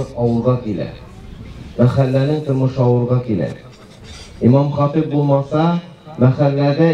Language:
Tatar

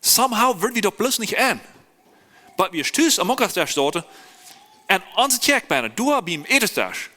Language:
Plautdietsch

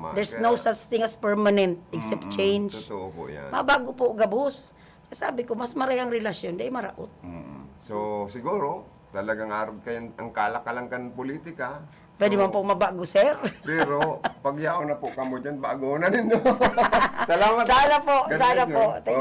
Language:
Bikol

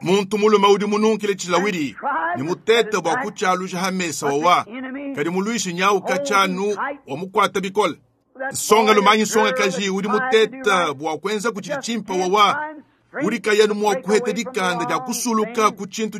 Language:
Luba-Lulua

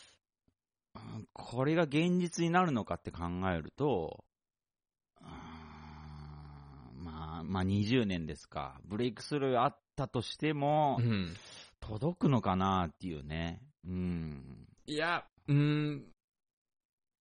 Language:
Japanese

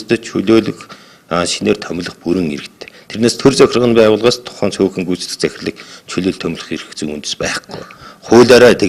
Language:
Mongolian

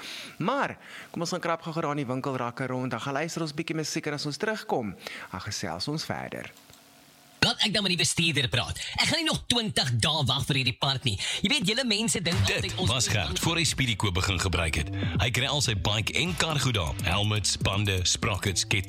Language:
Afrikaans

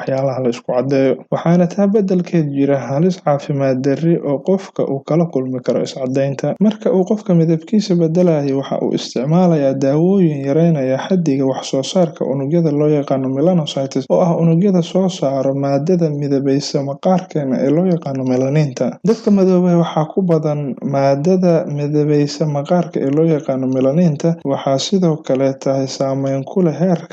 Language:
Somali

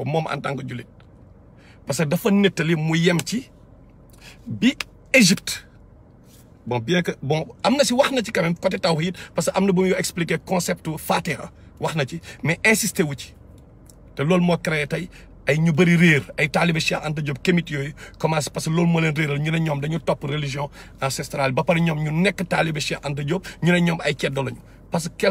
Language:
Wolof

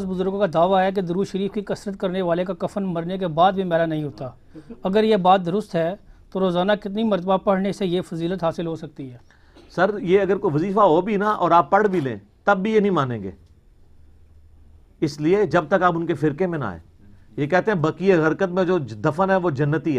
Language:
Urdu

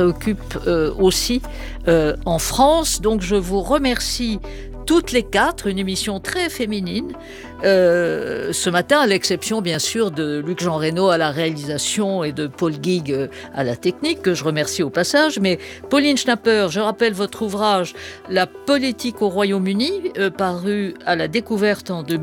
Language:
French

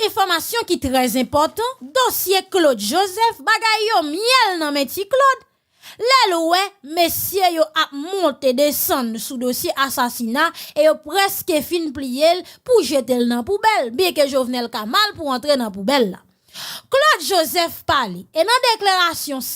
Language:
Haitian Creole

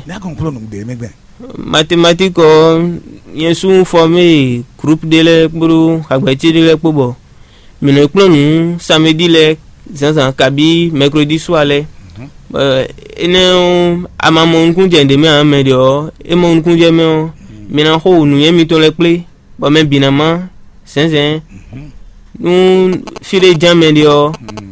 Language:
Fon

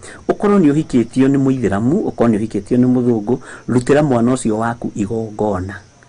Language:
Kikuyu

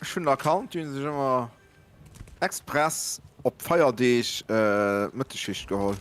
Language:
Luxembourgish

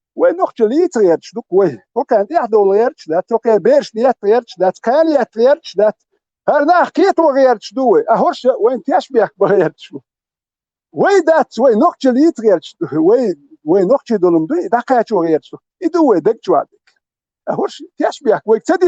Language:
Chechen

